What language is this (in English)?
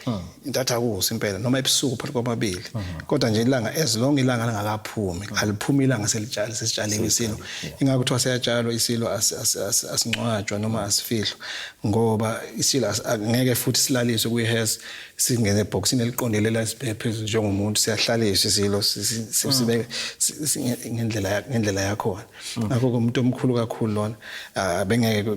Zulu